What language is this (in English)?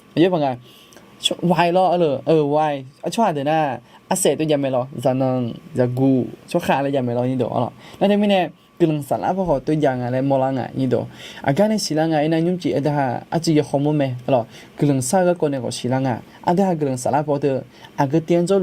Akha